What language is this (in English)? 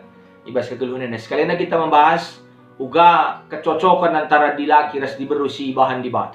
Batak Karo